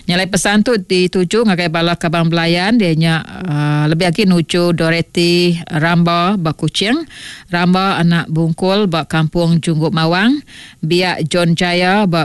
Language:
Iban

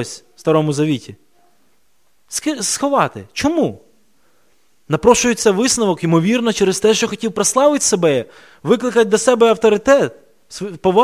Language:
Ukrainian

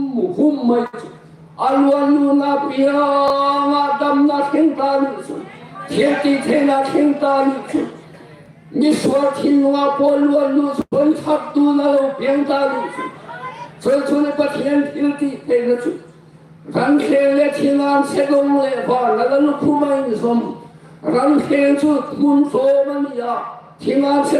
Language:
Hmar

